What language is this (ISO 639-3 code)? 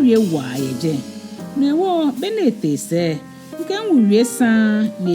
gaa